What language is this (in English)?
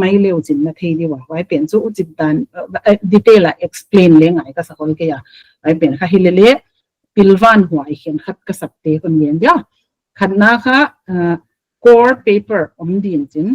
Paite Chin